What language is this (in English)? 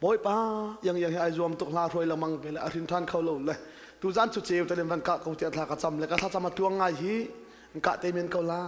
Hakha Chin